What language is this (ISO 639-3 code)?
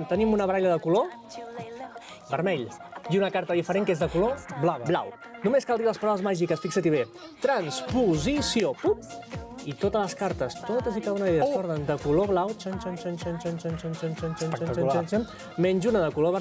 cat